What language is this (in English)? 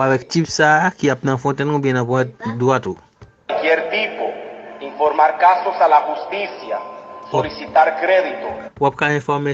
Haitian Creole